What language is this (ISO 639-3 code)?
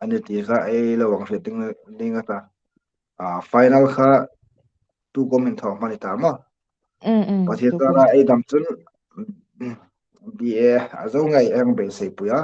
hmr